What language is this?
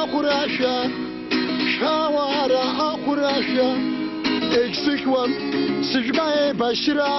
Abkhazian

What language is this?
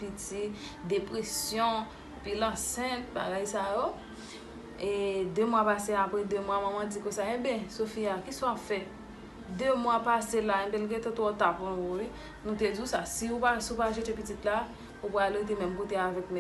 Haitian Creole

